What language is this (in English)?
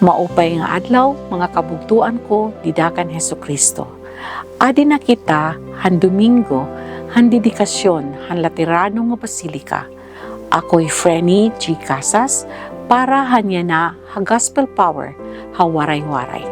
Waray